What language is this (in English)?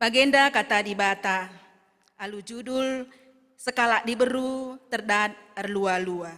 Batak Karo